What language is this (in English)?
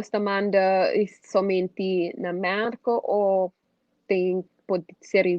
Kabuverdianu